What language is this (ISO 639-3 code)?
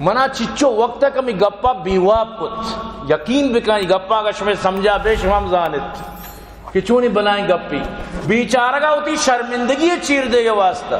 bal